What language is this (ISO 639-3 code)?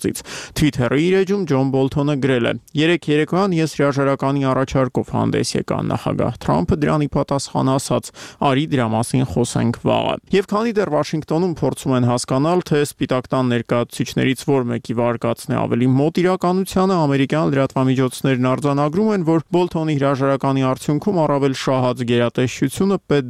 hye